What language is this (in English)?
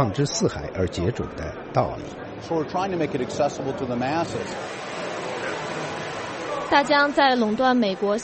Chinese